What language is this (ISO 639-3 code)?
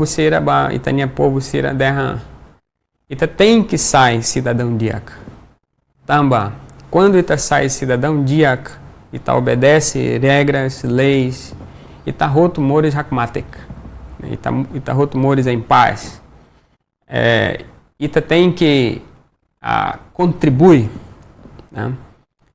tet